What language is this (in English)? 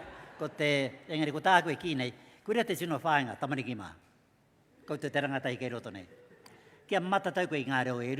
Māori